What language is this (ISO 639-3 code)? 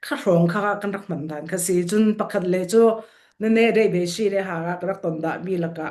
cfm